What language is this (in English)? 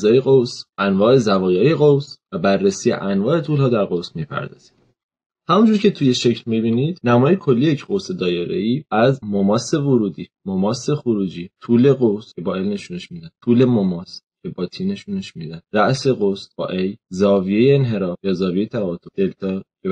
Persian